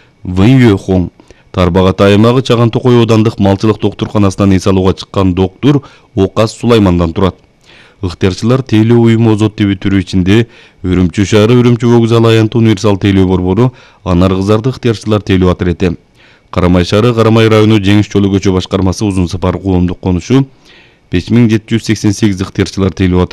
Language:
Kyrgyz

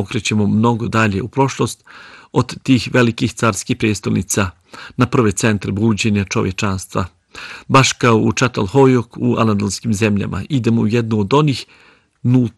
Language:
Bosnian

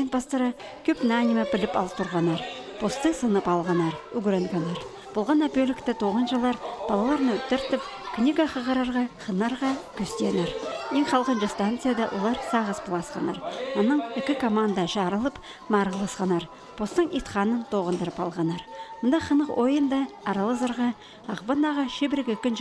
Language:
Khakas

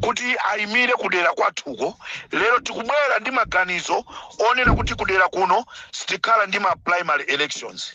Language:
Nyanja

